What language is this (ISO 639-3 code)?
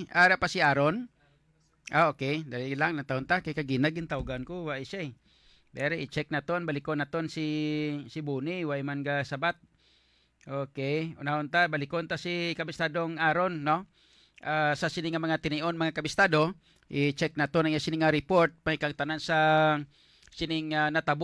hil